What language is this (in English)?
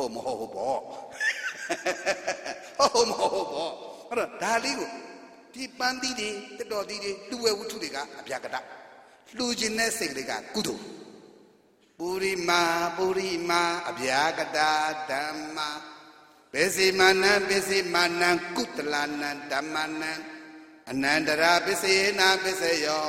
Burmese